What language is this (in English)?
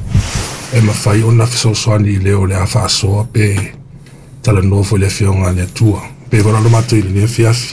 Samoan